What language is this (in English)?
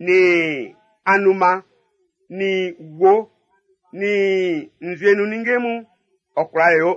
Baoulé